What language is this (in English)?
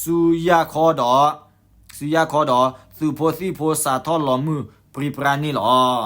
S'gaw Karen